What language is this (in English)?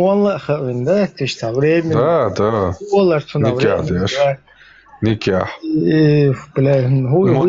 Chechen